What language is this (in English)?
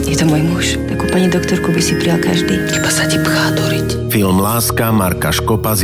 Slovak